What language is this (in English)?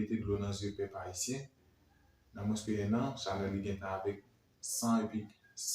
Haitian Creole